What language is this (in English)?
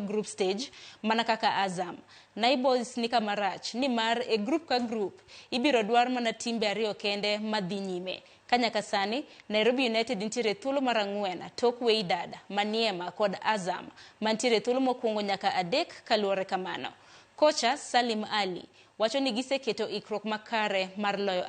Luo (Kenya and Tanzania)